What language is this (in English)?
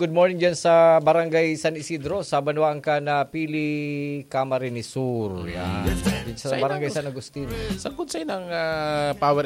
Bikol